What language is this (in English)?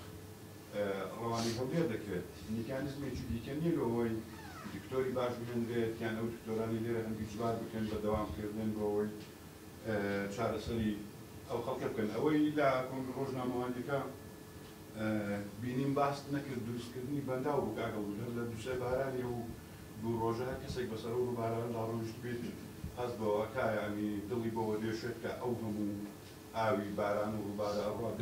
Central Kurdish